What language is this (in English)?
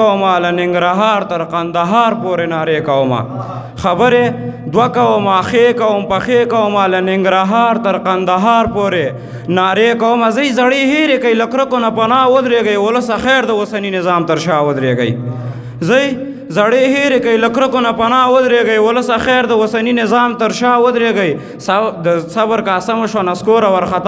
Pashto